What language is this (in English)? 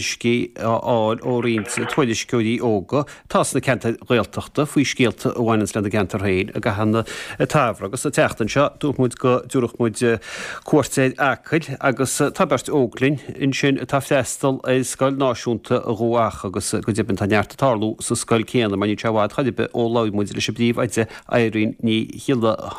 Irish